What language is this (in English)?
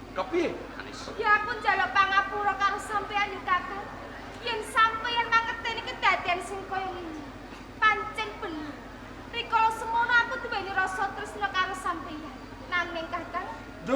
Javanese